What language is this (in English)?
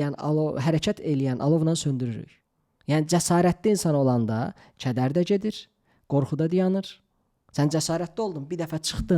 Azerbaijani